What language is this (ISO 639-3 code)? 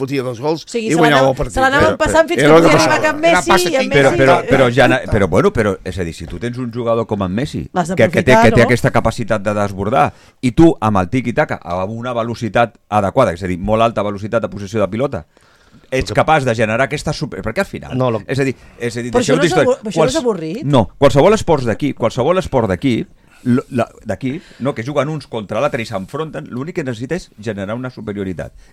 cat